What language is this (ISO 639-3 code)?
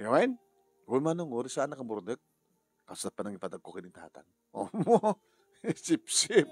ilo